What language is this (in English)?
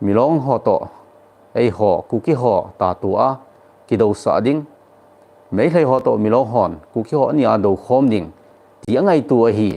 Thado Chin